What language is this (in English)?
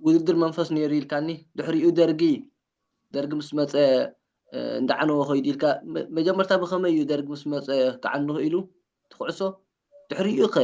Tigrinya